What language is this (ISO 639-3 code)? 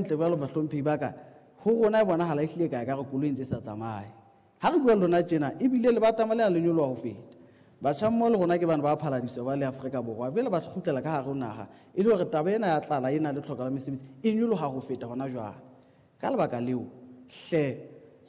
sot